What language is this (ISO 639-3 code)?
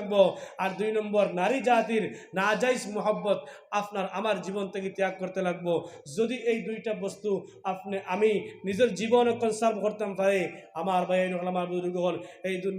syl